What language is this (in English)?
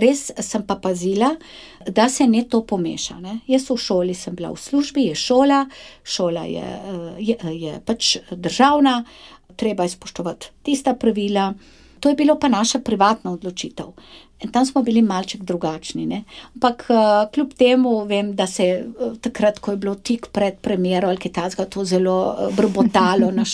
Slovenian